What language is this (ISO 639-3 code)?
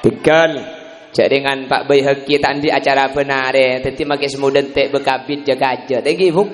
mad